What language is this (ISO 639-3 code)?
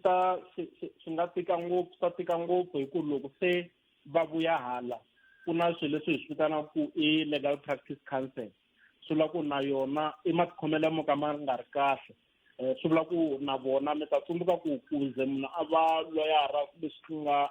tso